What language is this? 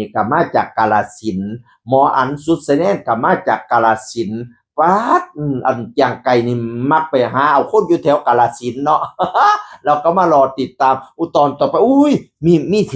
Northeastern Thai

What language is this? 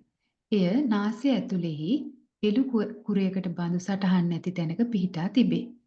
Sinhala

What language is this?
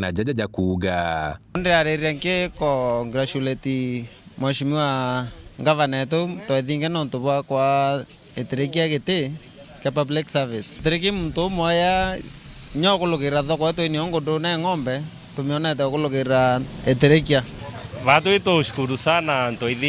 Meru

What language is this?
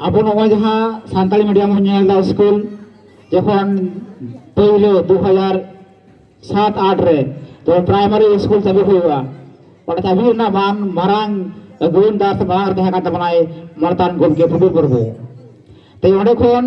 Santali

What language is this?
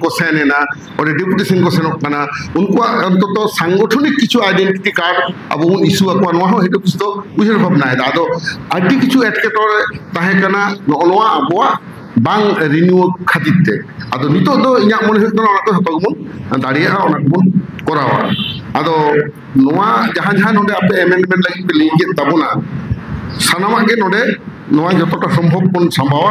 Santali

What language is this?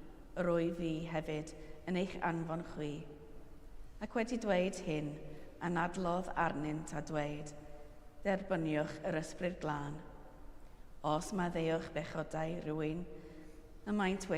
Welsh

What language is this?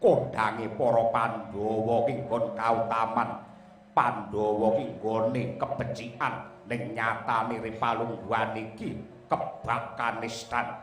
Javanese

